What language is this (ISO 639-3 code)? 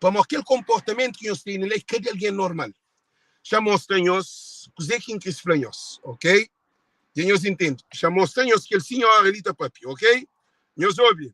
kea